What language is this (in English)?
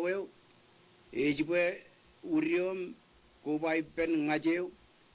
Marshallese